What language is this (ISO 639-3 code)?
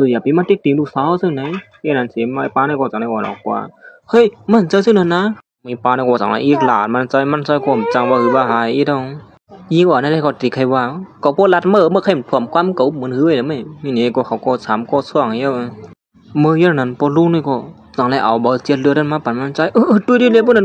shn